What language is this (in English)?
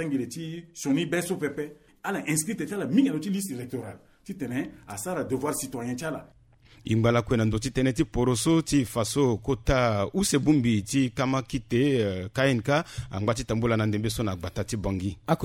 Sango